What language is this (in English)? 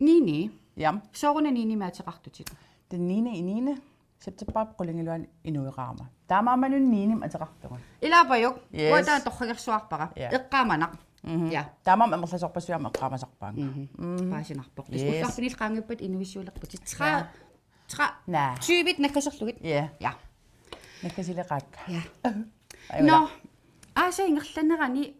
Kalaallisut